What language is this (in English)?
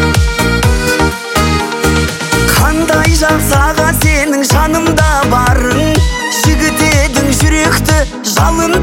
Kazakh